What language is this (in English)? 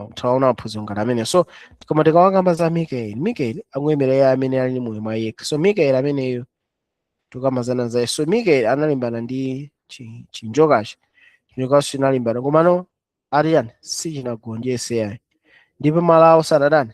Nyanja